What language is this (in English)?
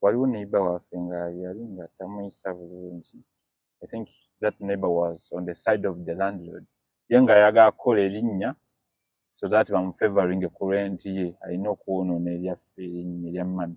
Ganda